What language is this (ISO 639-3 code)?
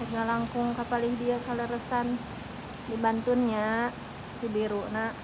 sun